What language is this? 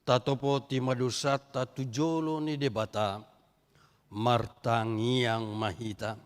Batak Toba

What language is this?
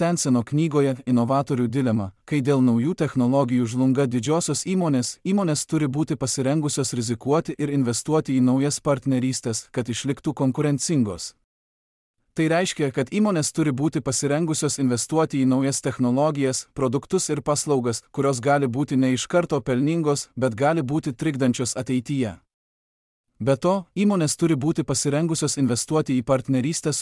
Lithuanian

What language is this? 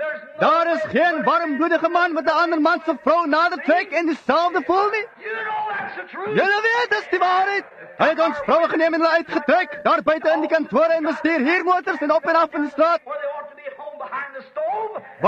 Afrikaans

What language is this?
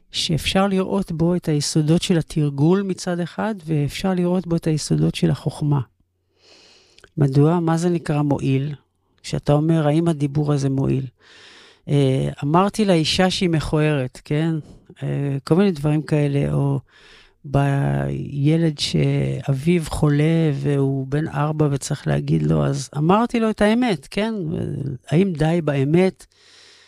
Hebrew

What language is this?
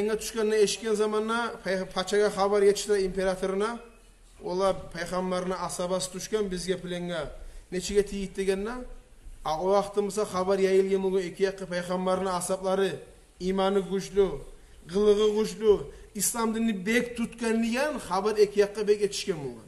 Kumyk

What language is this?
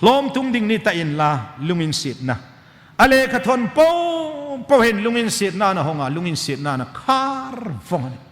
Hmar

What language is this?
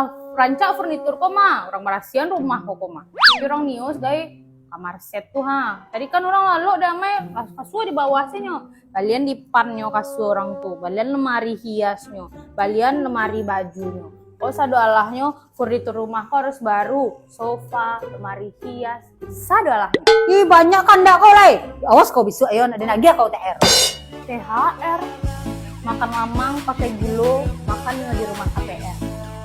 Minangkabau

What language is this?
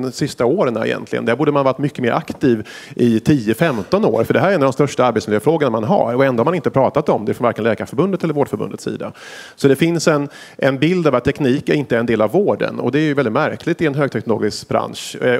Swedish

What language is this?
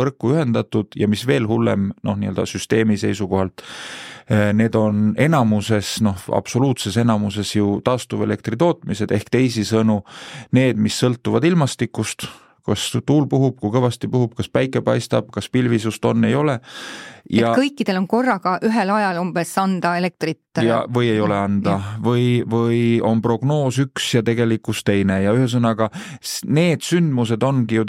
Estonian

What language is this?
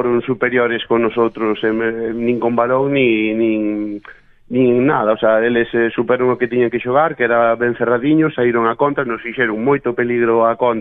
Galician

